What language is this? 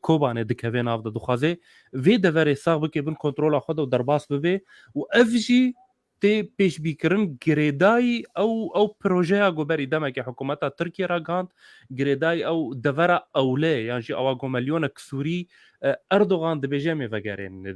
Kurdish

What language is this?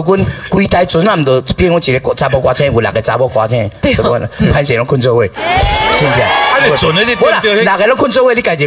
Min Nan Chinese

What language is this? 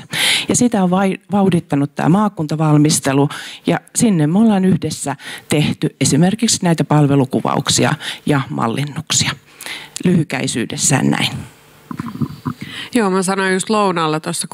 Finnish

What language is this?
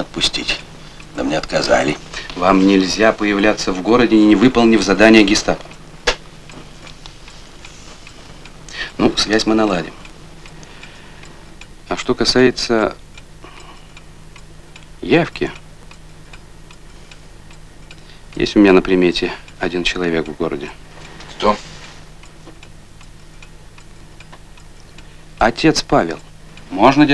Russian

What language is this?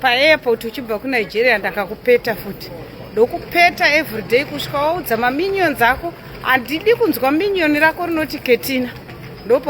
Shona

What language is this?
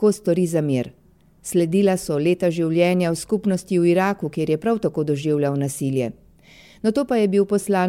Slovenian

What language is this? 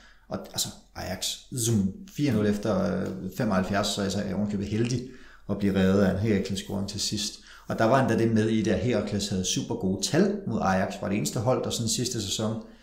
Danish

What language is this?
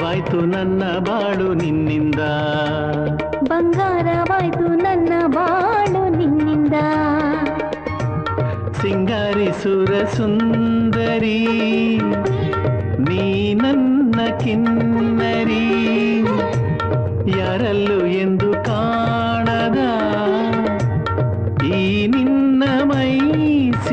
Kannada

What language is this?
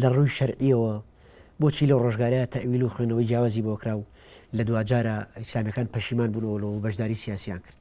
Central Kurdish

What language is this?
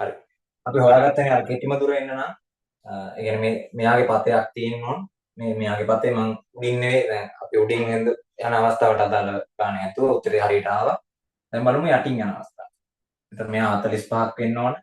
Sinhala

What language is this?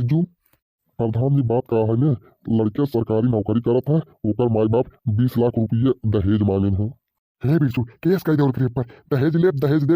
Bhojpuri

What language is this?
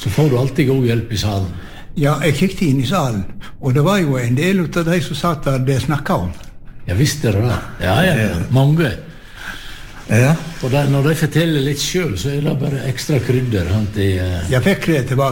Norwegian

